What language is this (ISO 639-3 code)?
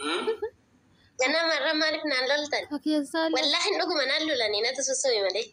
orm